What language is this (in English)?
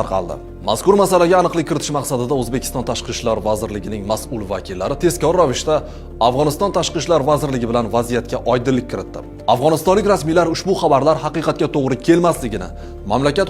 Uzbek